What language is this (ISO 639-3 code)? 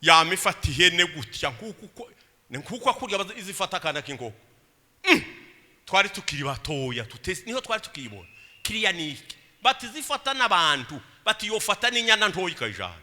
run